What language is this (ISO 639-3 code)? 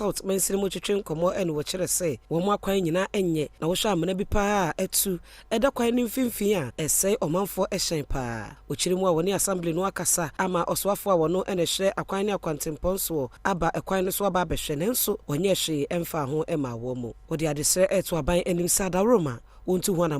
aka